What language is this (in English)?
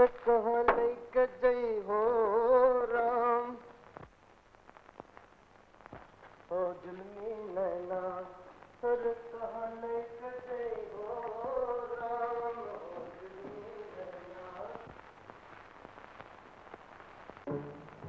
Hindi